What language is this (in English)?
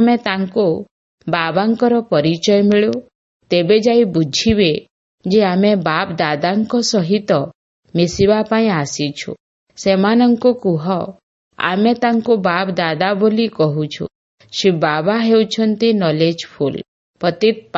Odia